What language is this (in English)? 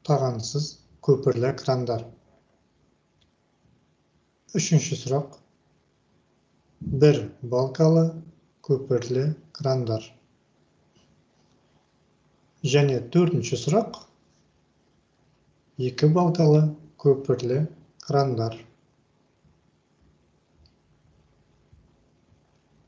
Kazakh